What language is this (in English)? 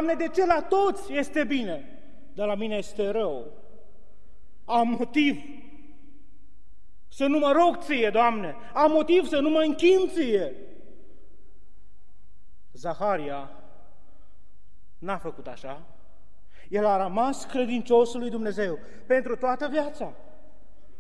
Romanian